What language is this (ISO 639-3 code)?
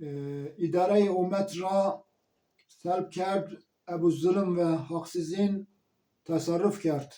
zza